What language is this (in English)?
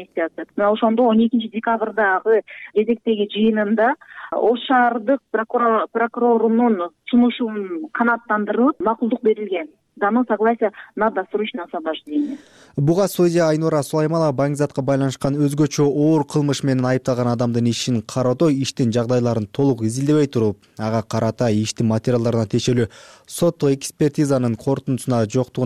Kyrgyz